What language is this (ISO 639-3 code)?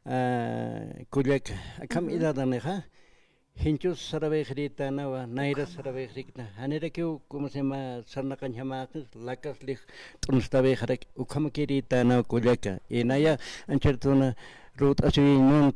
aym